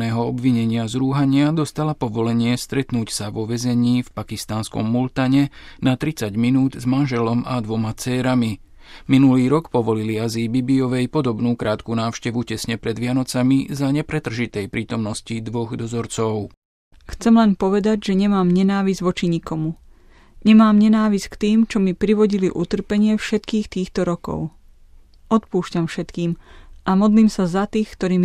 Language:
Slovak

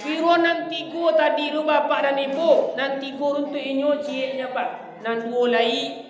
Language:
Minangkabau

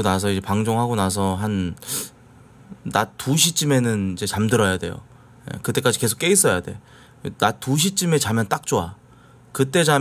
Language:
Korean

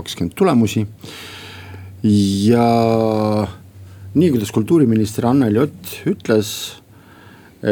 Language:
Estonian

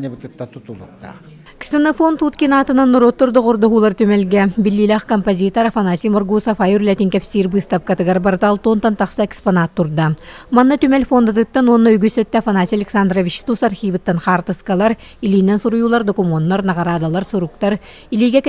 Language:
Yakut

